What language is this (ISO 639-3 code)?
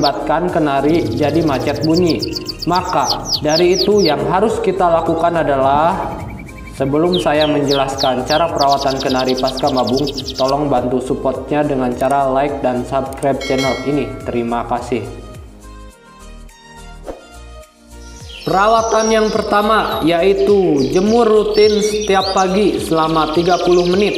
ind